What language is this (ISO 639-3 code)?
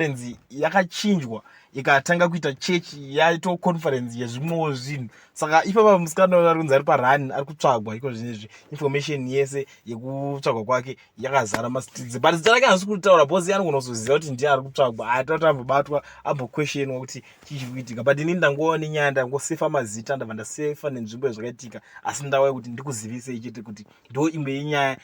sna